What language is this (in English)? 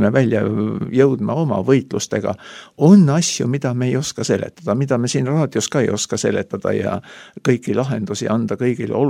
Estonian